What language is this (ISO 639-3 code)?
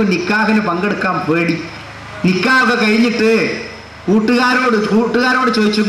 mal